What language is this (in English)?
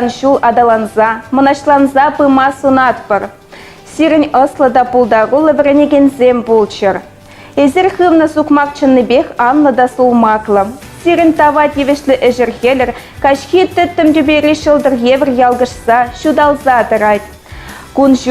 Chuvash